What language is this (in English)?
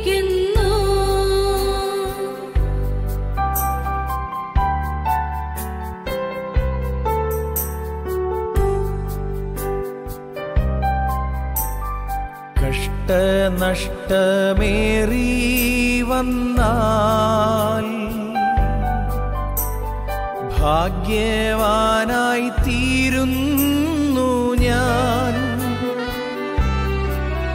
Malayalam